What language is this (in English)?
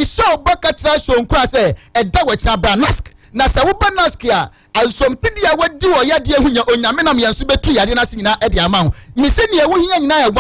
Akan